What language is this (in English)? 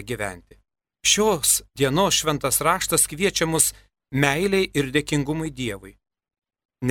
Lithuanian